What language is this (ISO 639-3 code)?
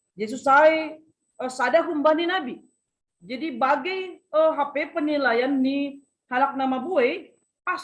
bts